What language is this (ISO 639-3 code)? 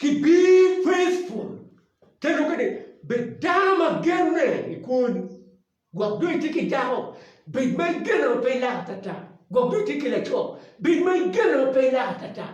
ach